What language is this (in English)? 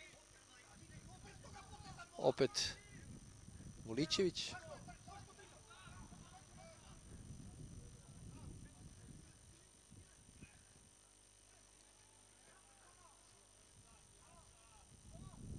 Serbian